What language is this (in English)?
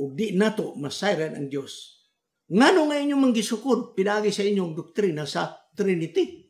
Cebuano